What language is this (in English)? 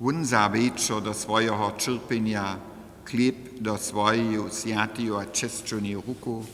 Upper Sorbian